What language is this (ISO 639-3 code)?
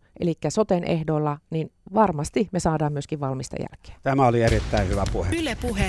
fin